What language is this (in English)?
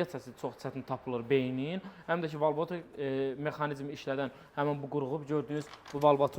Azerbaijani